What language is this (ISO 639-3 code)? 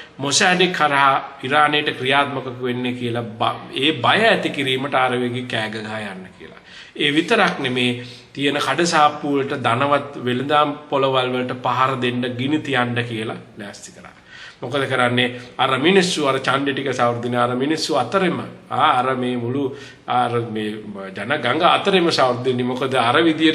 sin